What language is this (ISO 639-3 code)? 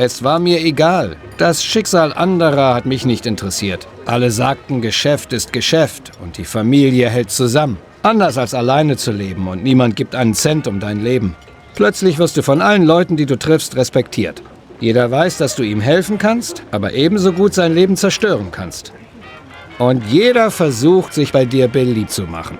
bar